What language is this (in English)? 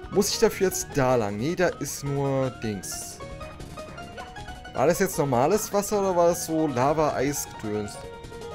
German